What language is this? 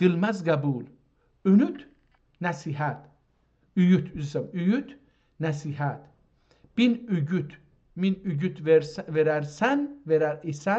South Azerbaijani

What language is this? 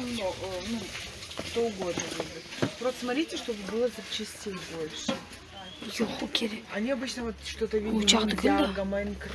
Crimean Tatar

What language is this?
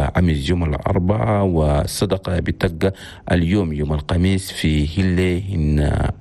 Chadian Arabic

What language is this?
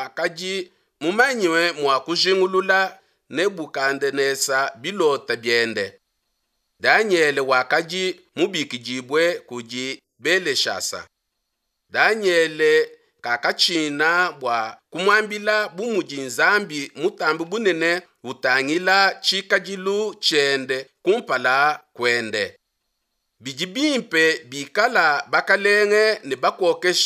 Luba-Lulua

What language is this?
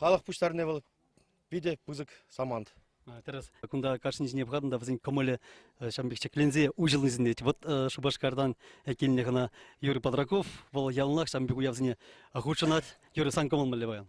Chuvash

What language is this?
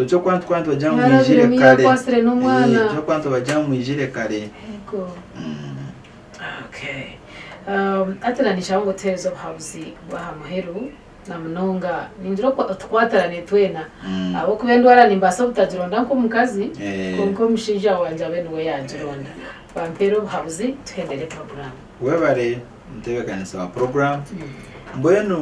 Nyankole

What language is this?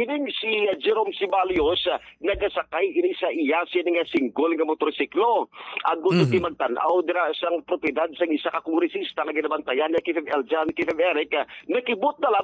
Hiligaynon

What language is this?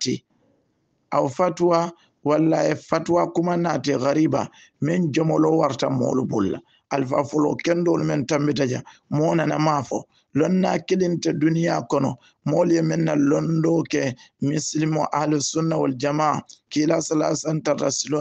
Hausa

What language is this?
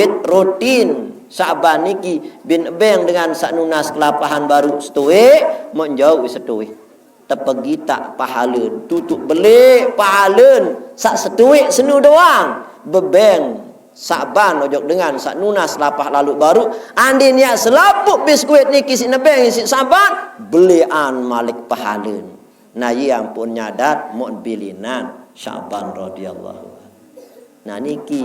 Sasak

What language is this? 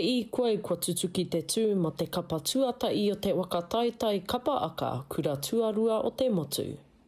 Māori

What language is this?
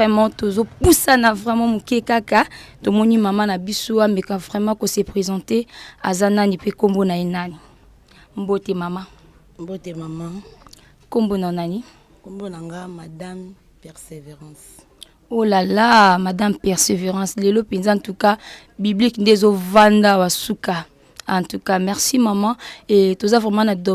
Lingala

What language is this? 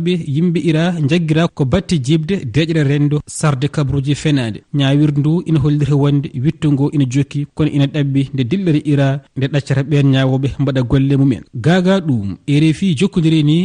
Fula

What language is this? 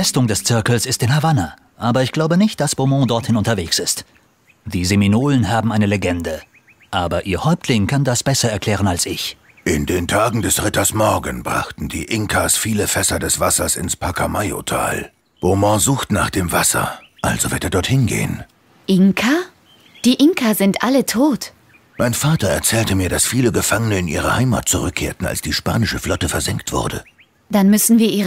Bavarian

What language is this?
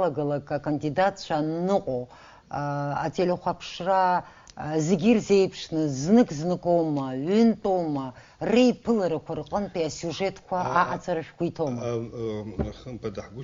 Abkhazian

